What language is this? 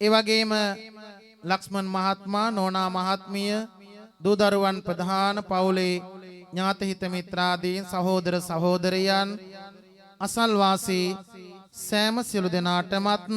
Sinhala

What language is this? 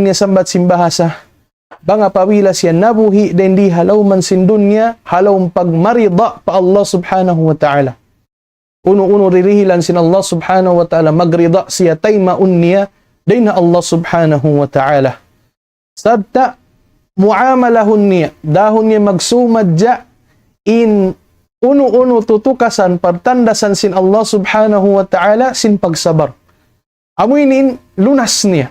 Tausug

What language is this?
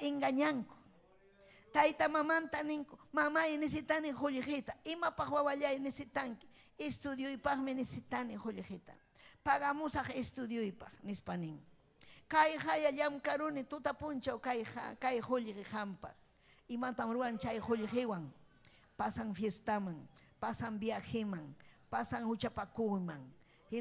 Ayacucho Quechua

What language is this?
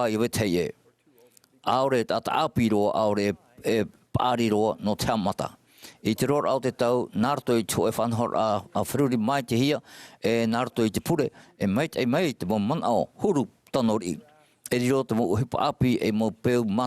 Tahitian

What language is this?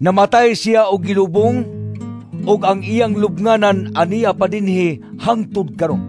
Cebuano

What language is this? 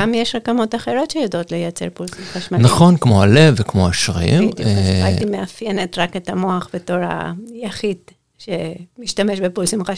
Hebrew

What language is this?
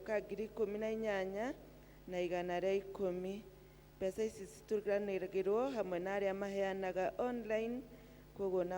Kikuyu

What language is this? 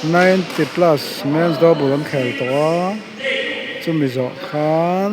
Mizo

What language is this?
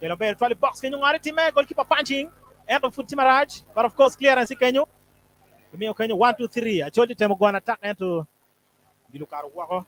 Acoli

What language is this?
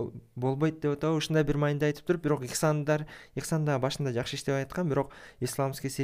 Kyrgyz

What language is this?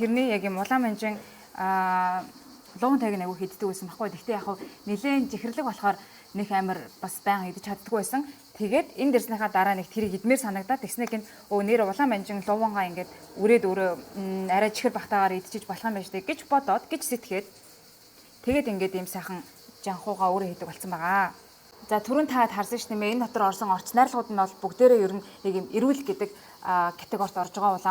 Mongolian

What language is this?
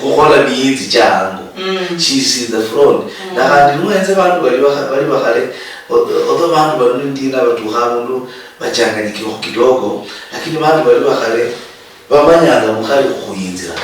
Luyia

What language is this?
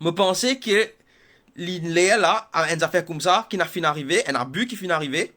Morisyen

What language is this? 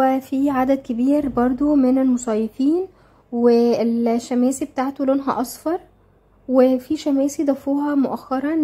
Egyptian Arabic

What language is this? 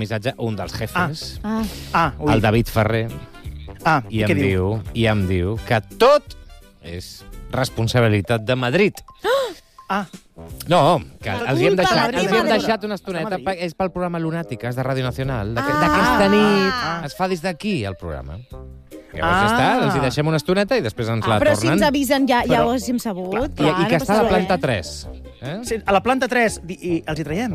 Catalan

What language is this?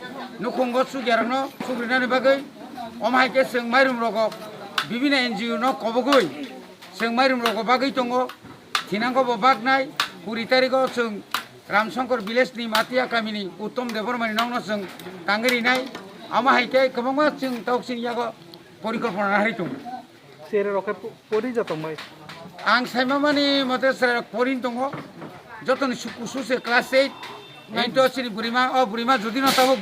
Kok Borok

